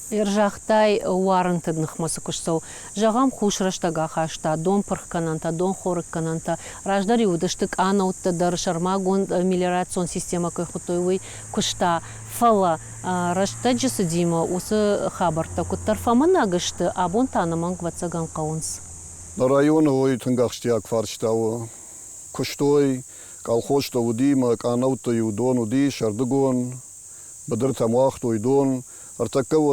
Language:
Ossetic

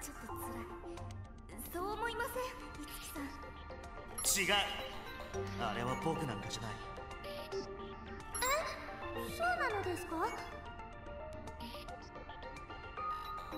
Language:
Japanese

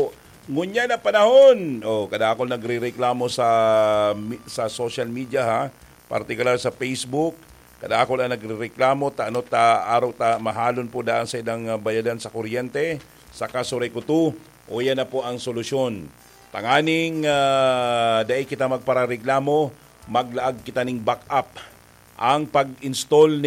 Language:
Bikol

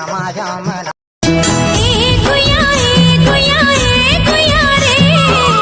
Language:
Chhattisgarhi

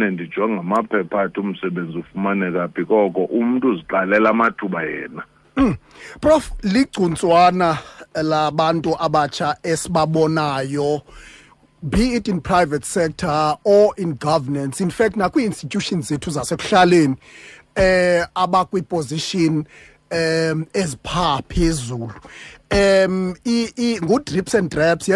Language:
Xhosa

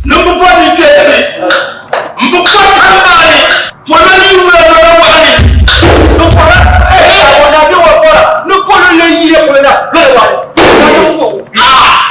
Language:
Dagbani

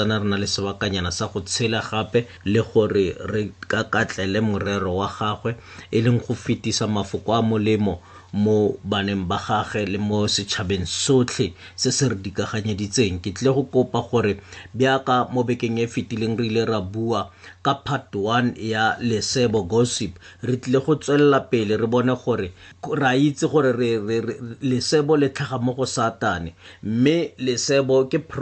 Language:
Tswana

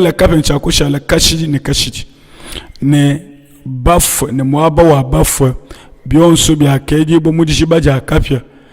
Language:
Luba-Lulua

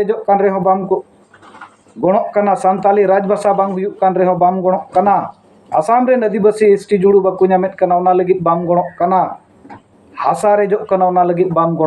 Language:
Santali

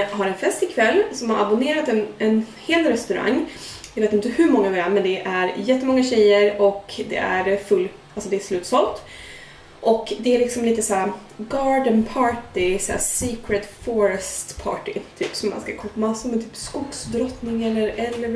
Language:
Swedish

